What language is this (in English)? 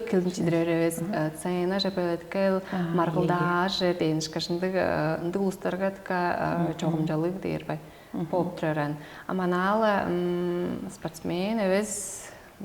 Tuvinian